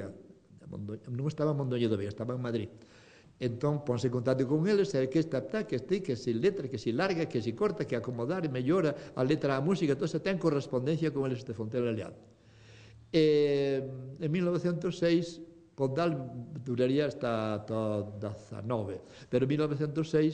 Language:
Galician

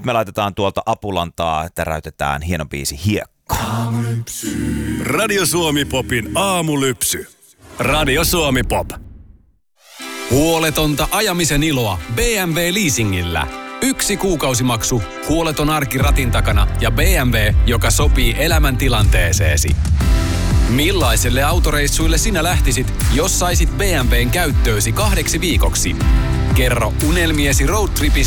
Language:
Finnish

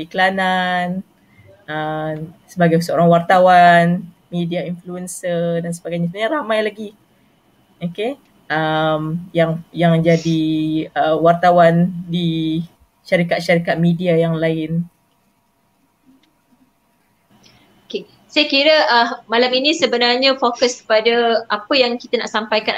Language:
Malay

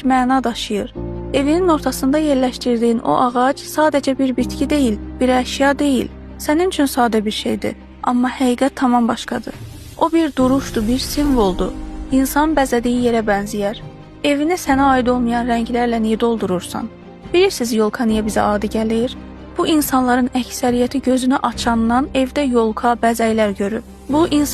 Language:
Azerbaijani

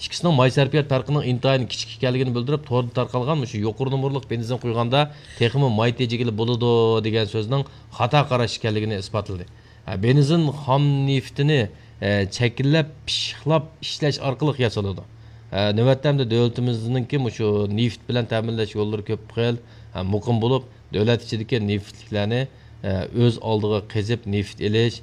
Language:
Uyghur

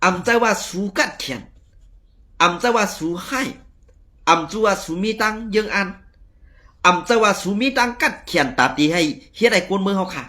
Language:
Shan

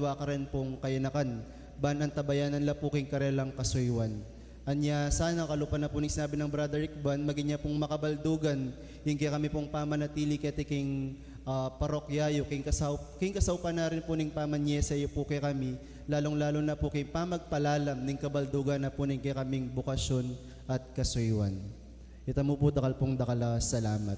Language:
Pampanga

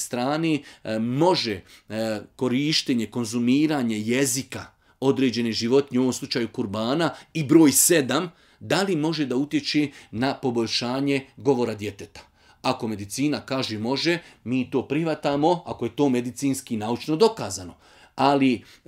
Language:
Bosnian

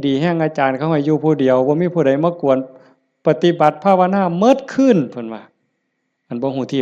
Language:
Northeastern Thai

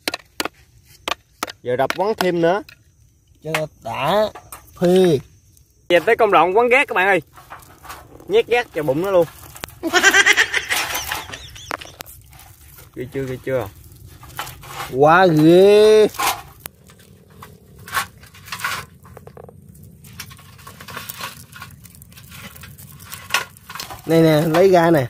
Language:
Vietnamese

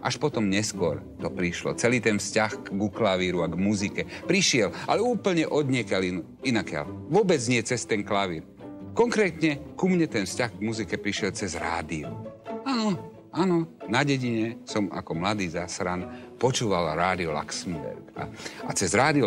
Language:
Slovak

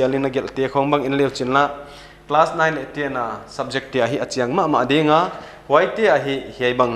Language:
Paite Chin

